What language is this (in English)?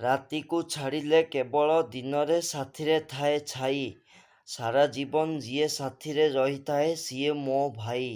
Odia